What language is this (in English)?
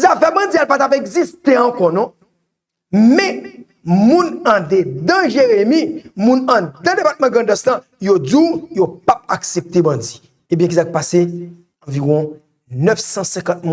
Haitian Creole